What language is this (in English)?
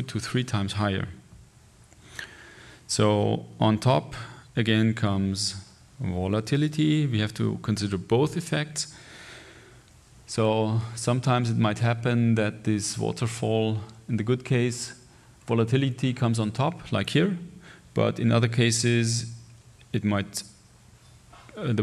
English